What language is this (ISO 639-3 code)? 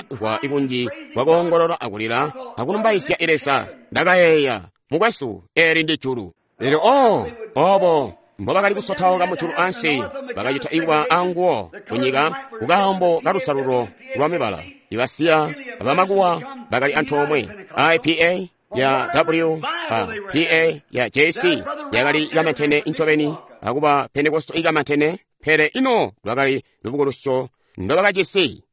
toi